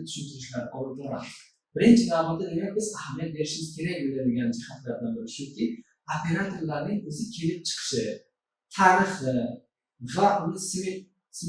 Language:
Uzbek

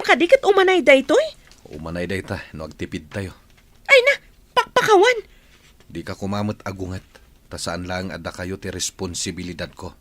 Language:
Iloko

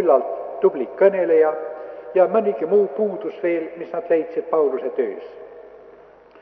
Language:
Estonian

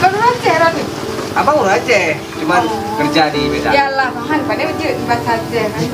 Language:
Achinese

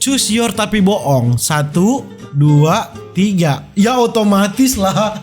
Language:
Manado Malay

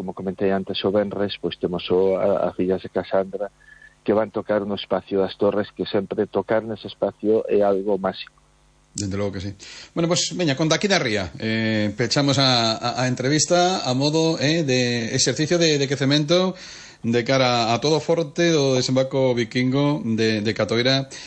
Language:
Galician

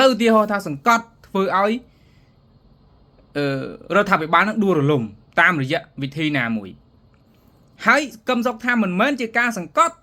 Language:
Khmer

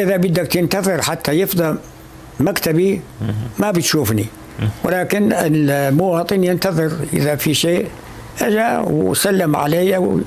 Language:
North Levantine Arabic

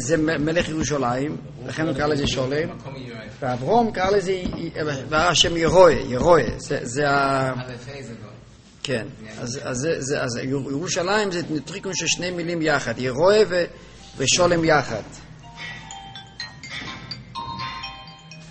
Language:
Hebrew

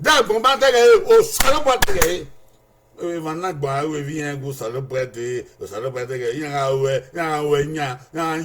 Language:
Bini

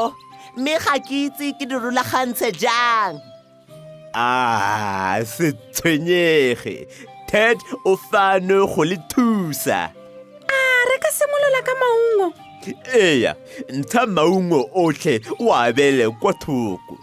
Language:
Tswana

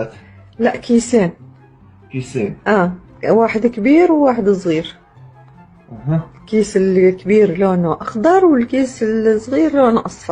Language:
Egyptian Arabic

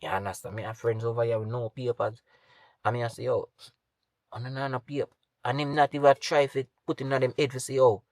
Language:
Jamaican Creole English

